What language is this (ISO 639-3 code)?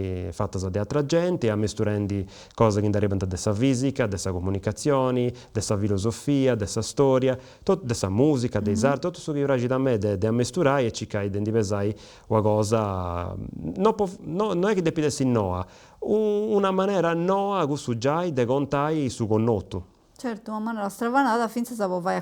srd